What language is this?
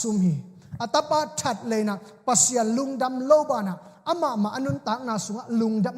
Tedim Chin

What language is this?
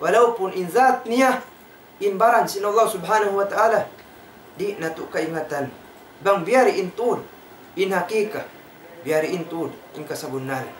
Tausug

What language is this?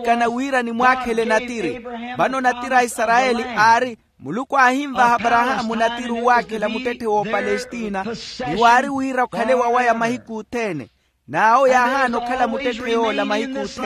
Makhuwa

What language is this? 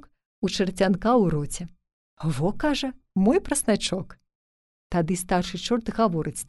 Belarusian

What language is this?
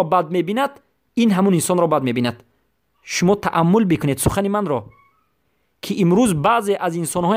Persian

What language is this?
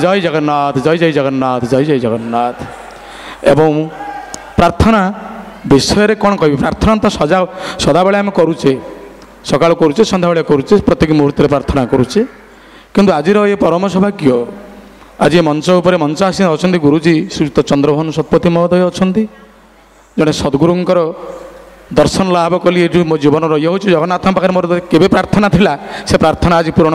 Odia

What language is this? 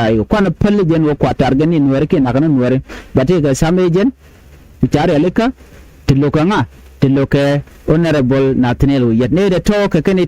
Nuer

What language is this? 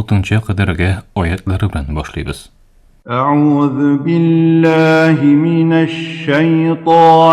Tatar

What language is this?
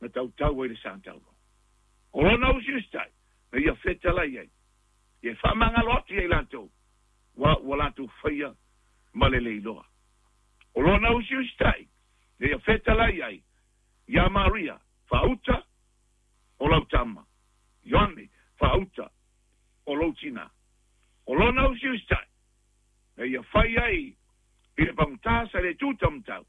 Samoan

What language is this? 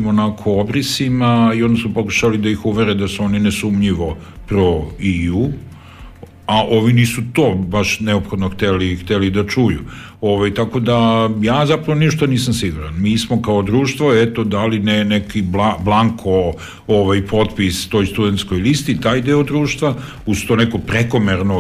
Serbian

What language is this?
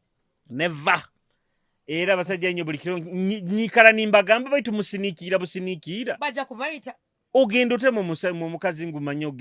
Nyoro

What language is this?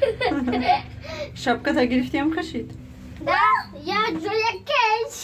Tajik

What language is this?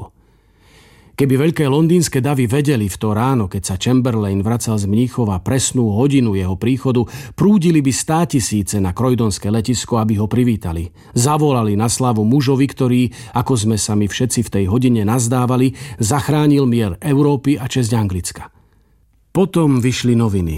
Slovak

